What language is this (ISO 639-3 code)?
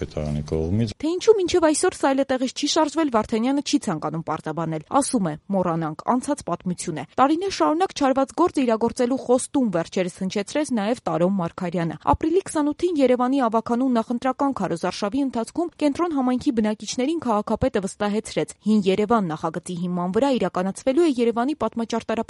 hye